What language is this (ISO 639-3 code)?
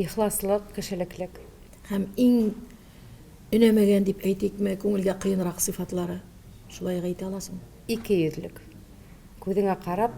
tat